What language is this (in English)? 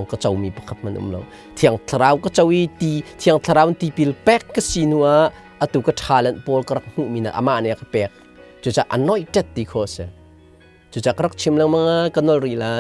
Hakha Chin